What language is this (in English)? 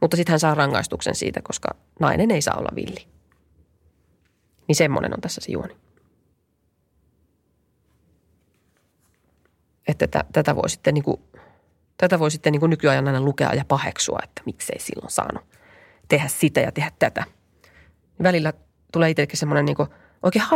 Finnish